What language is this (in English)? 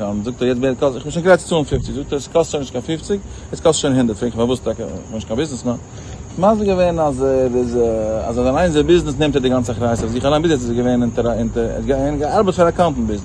Yiddish